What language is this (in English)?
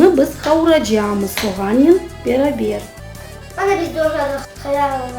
Crimean Tatar